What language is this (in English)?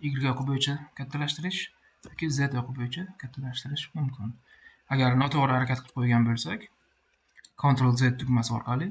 Uzbek